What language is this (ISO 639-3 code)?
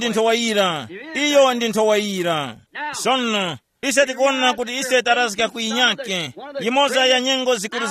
tum